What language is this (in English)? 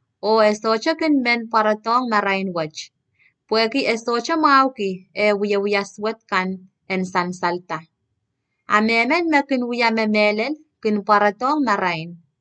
Pohnpeian